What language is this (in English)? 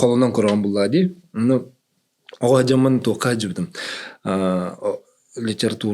Yakut